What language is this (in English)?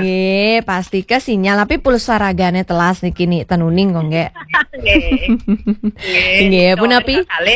Balinese